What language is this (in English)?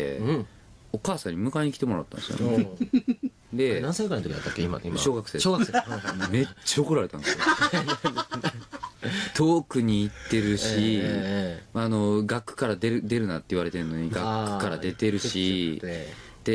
Japanese